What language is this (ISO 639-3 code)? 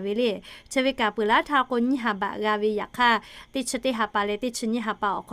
lhu